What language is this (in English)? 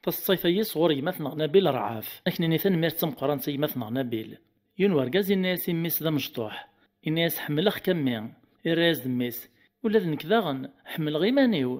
Kabyle